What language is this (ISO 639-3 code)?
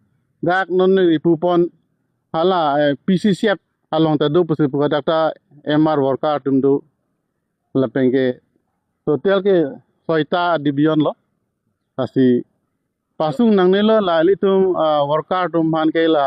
mjw